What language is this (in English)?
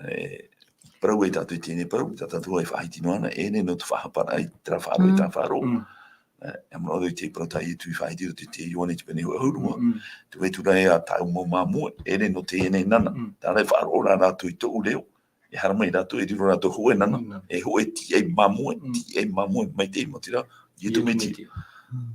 Tahitian